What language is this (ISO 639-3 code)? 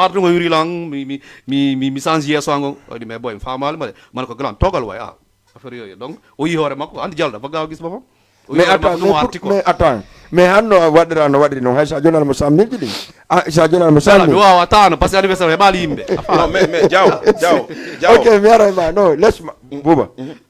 ful